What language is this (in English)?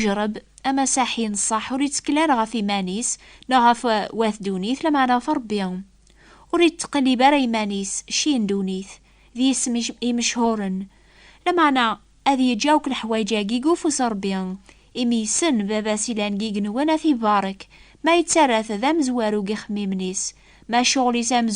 Kabyle